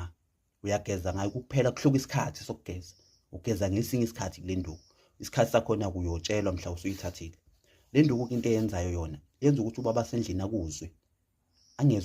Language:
Zulu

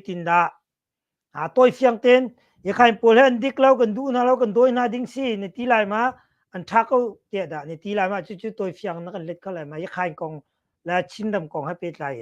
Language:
Hakha Chin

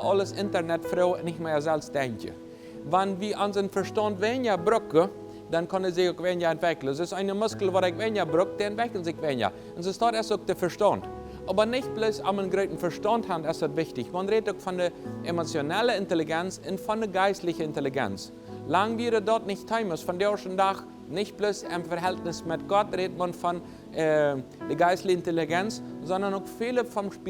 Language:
Plautdietsch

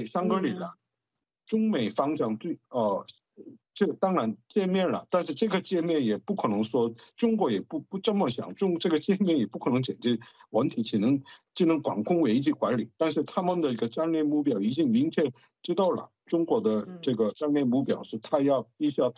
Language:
Chinese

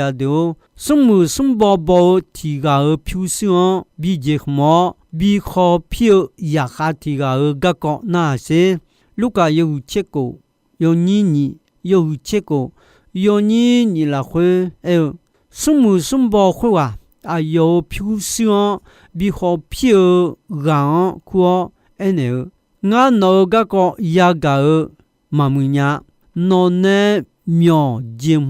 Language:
Akha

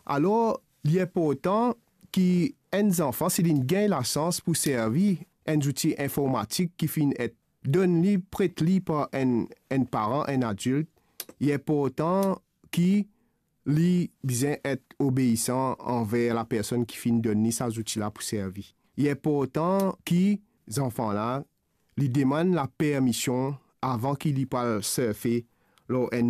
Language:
Morisyen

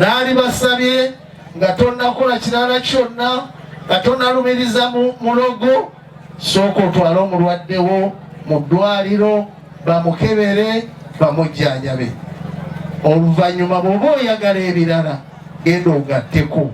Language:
Ganda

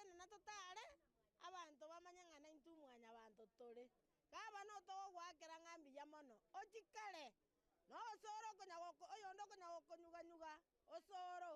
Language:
Gusii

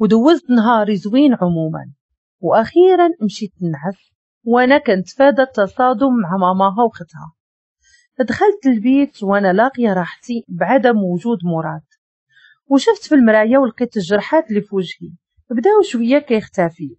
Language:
Moroccan Arabic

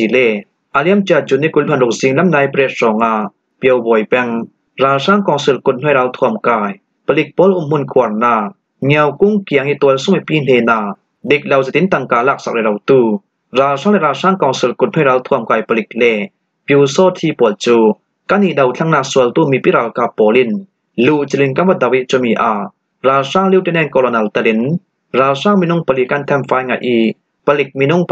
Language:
Falam Chin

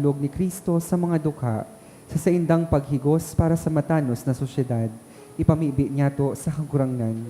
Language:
Bikol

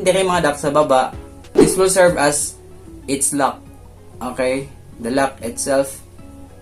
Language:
Cebuano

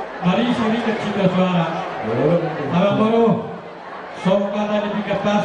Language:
Batak Toba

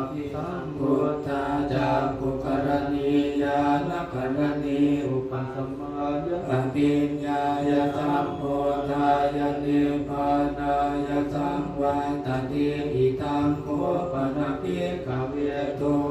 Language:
Pali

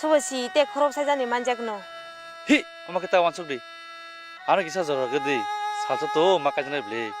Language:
Kok Borok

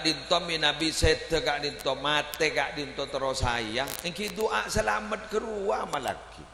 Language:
Madurese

